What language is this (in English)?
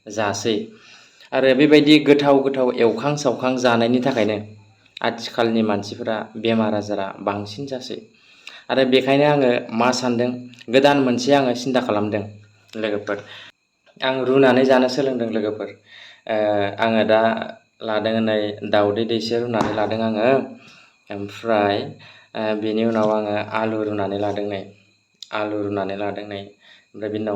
Bodo